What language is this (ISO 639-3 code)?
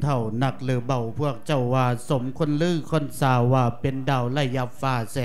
lao